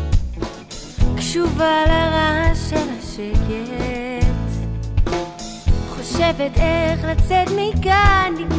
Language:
Hebrew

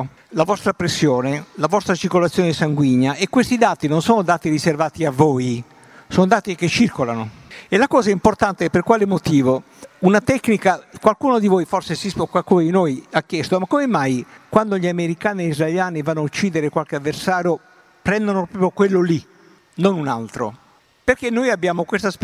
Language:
Italian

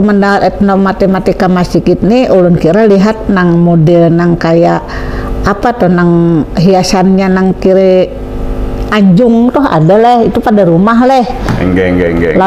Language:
Banjar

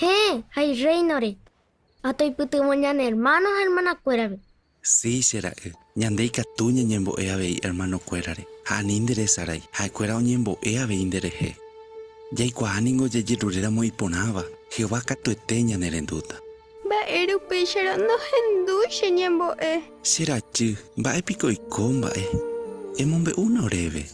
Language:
Guarani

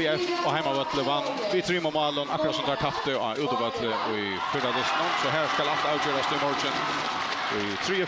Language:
Faroese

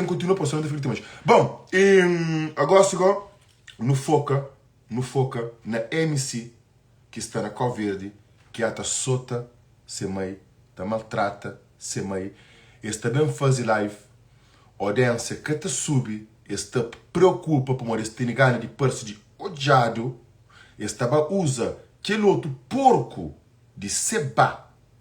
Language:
Kabuverdianu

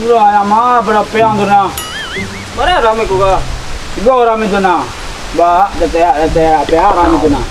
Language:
Minangkabau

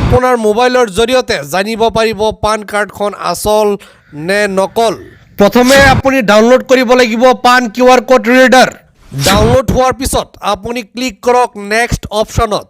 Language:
Assamese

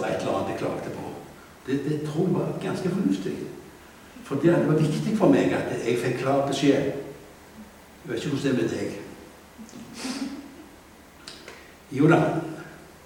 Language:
Norwegian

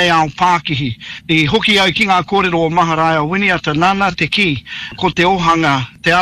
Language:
Māori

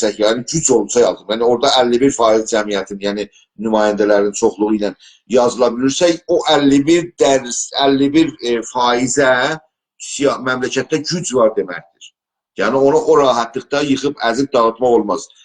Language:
South Azerbaijani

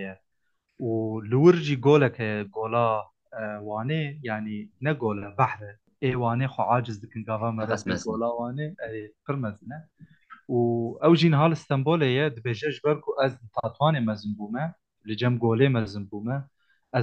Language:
Kurdish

